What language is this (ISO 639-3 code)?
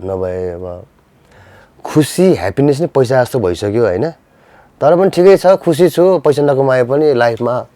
nep